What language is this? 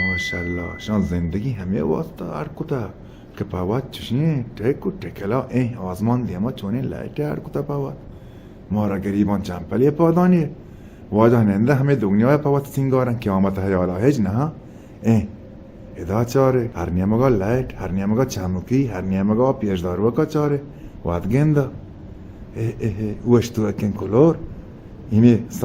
Baluchi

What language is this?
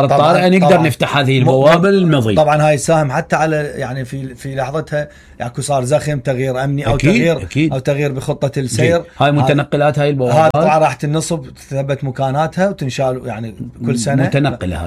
Mesopotamian Arabic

